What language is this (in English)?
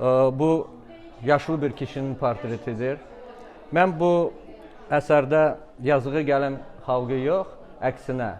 Azerbaijani